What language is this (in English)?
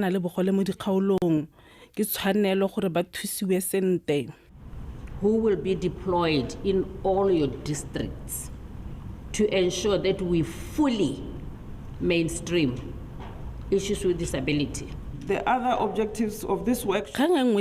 Tswana